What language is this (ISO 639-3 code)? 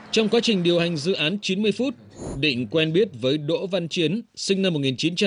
vie